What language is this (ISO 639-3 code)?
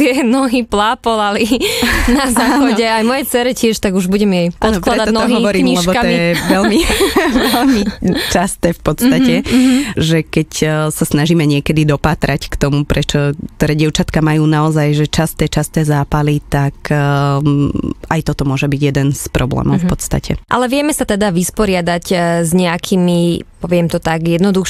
slk